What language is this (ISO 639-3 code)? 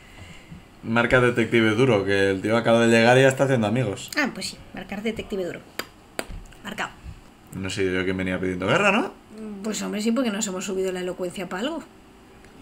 spa